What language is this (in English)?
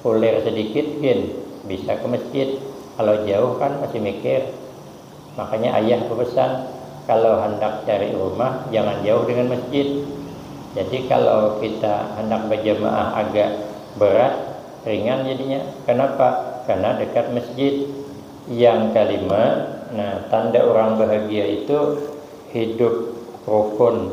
Banjar